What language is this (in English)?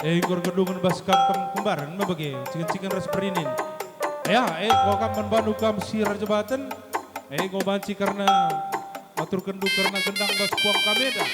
Batak Karo